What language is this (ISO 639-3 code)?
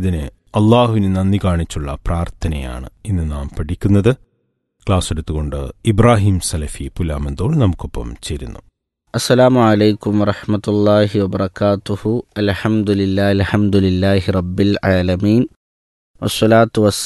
mal